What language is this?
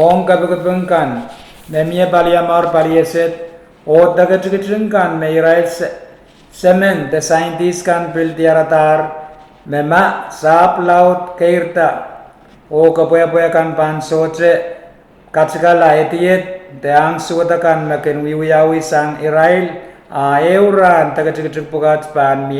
Pohnpeian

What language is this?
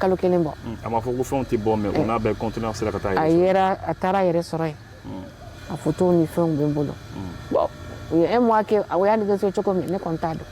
Bambara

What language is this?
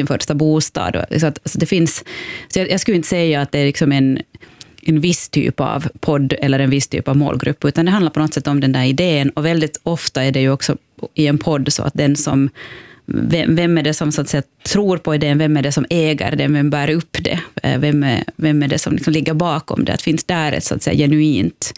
Swedish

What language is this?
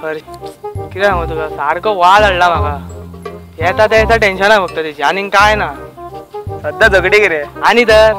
Konkani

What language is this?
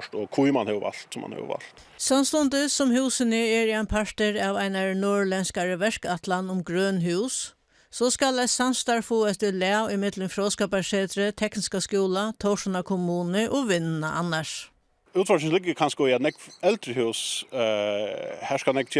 Faroese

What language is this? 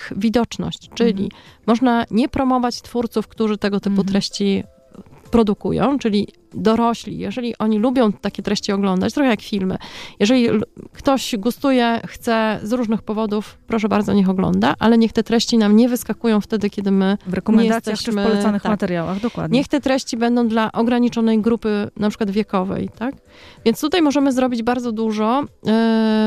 Polish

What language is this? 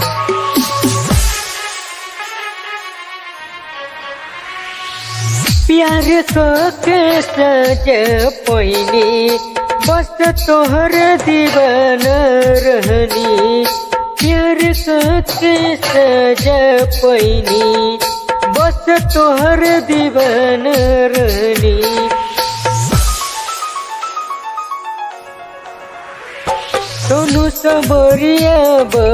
Bhojpuri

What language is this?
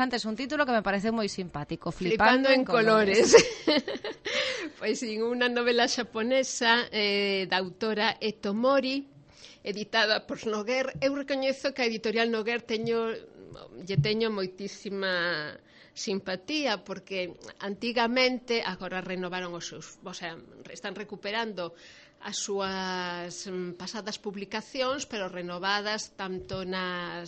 Galician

